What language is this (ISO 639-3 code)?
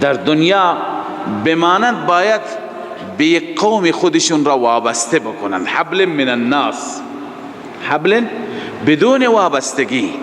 fas